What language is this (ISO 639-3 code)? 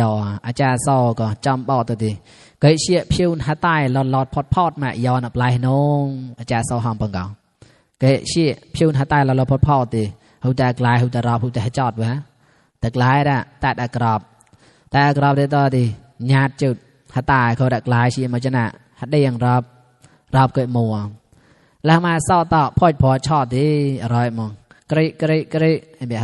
mnw